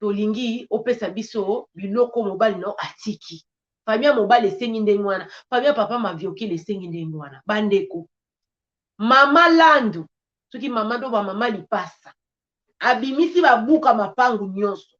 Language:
Lingala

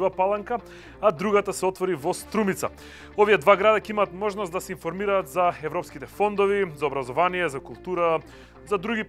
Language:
Macedonian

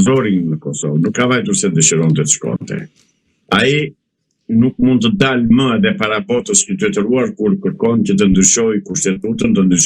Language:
Albanian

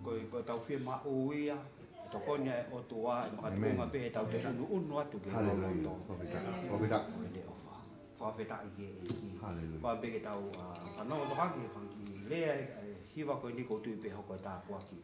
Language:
Tongan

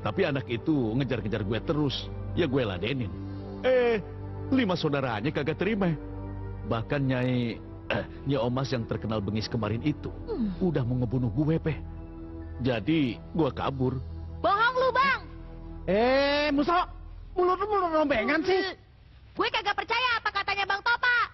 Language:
Indonesian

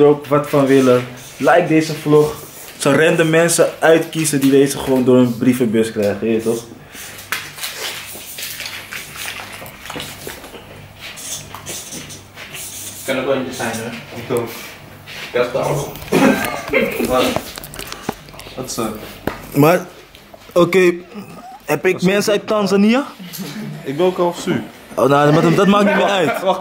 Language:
Dutch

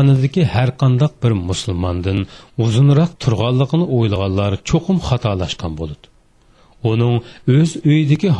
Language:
Uyghur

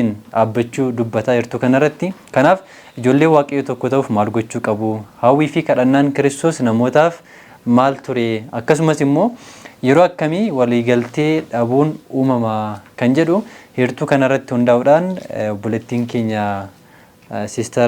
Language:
Oromo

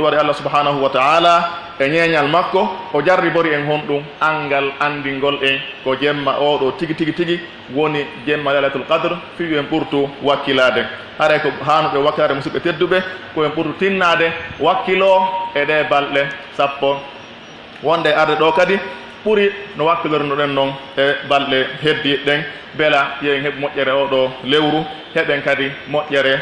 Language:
Pular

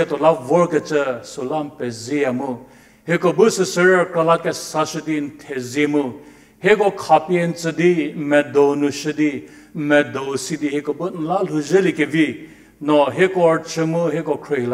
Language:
Angami Naga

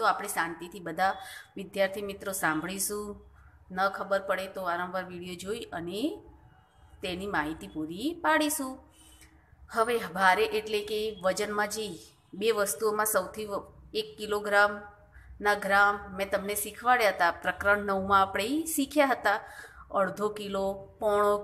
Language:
Gujarati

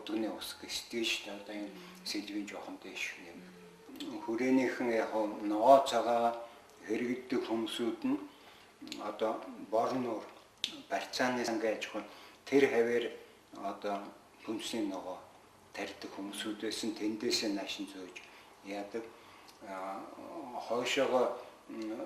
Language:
Mongolian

